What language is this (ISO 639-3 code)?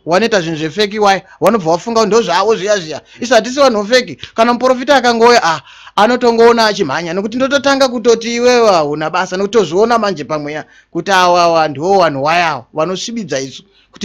sna